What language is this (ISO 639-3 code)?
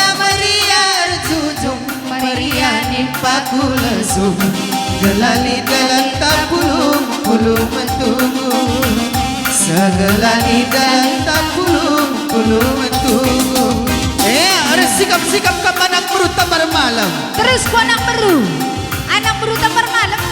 btx